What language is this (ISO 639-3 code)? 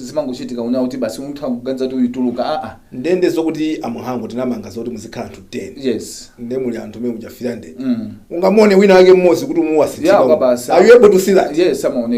nya